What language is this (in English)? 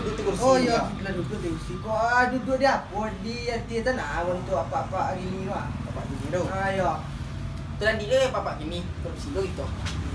Minangkabau